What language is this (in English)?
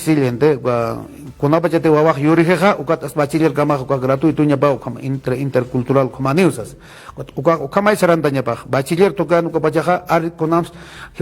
Aymara